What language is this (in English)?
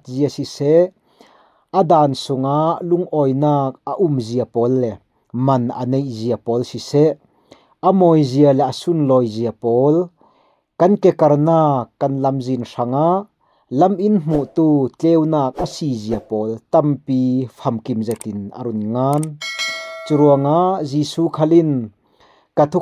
Falam Chin